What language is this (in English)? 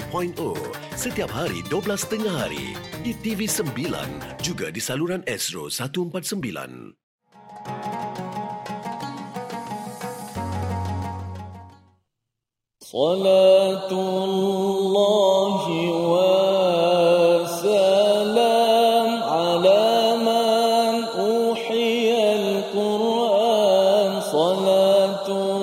Malay